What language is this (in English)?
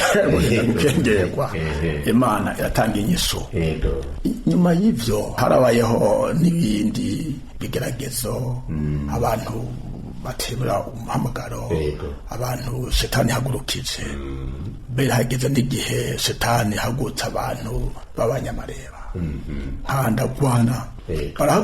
Rundi